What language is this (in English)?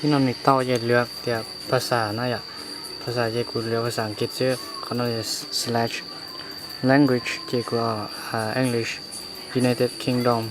Hmong